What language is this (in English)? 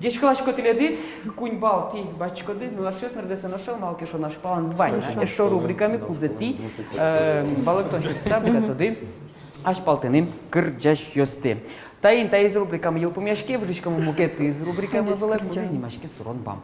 Udmurt